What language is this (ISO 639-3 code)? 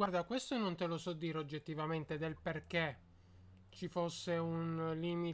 ita